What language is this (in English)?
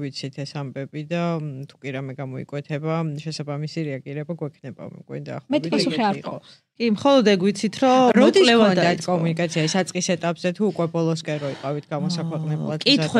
Georgian